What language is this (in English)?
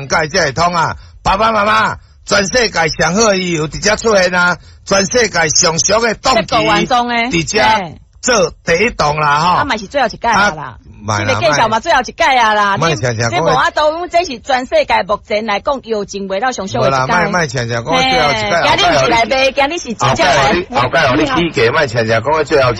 Min Nan Chinese